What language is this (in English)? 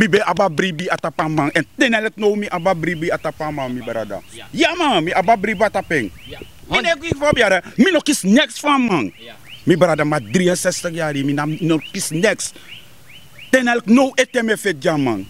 Sranan Tongo